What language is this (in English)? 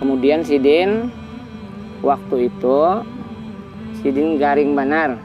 Banjar